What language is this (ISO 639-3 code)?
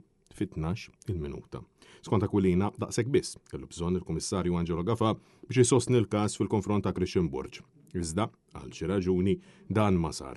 mlt